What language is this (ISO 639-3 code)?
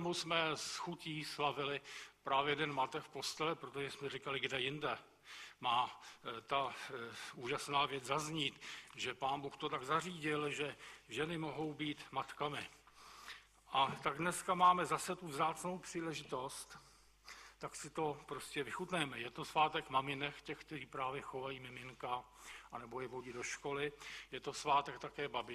ces